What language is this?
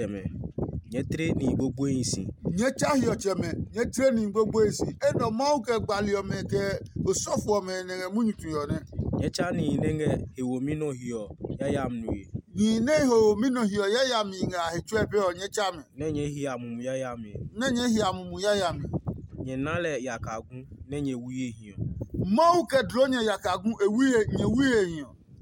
Adangme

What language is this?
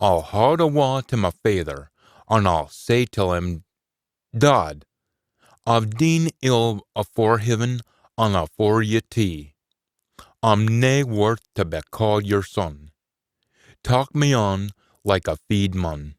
Scots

